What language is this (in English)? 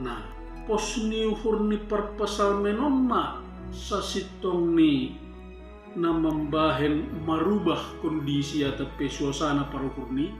Batak Simalungun